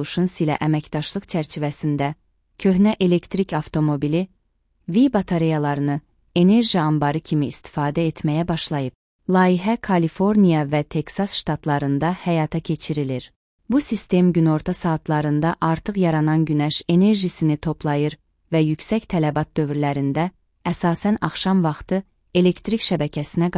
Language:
Azerbaijani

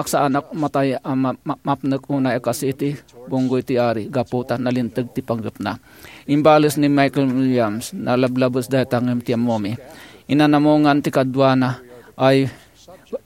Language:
Iloko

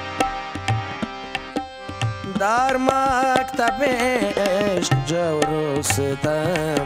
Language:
Persian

